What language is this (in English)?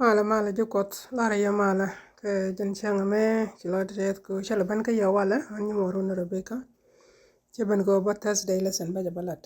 Nuer